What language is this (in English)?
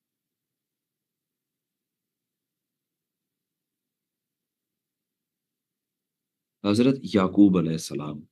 Urdu